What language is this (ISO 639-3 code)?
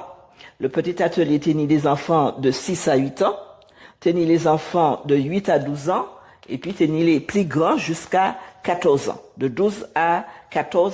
gcf